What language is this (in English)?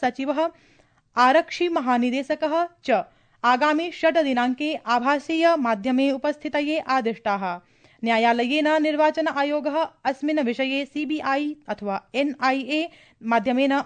Sanskrit